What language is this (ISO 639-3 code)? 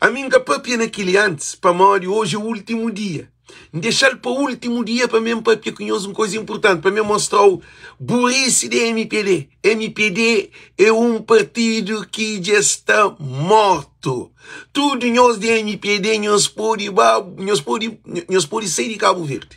kea